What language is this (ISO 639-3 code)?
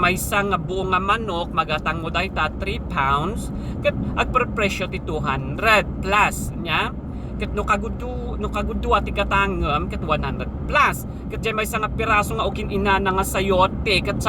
ilo